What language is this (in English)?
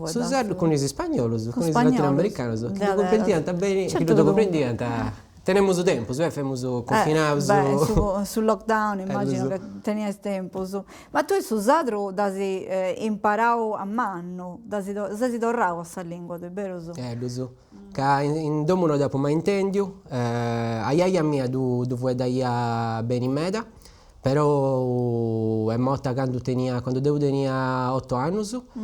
Sardinian